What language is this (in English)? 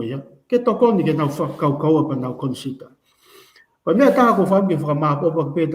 Tongan